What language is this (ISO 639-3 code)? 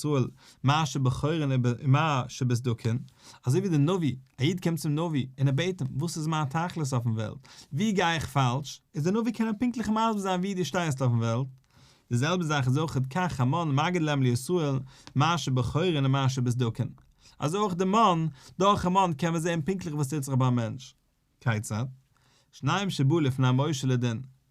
yid